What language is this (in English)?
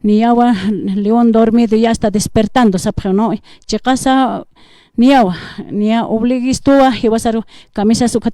Aymara